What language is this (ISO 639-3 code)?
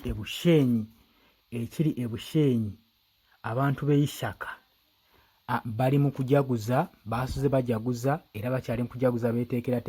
lug